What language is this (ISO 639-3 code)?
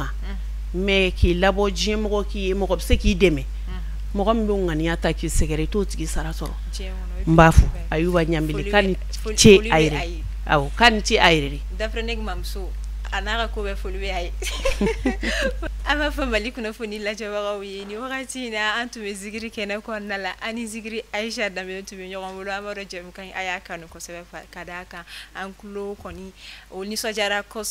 bam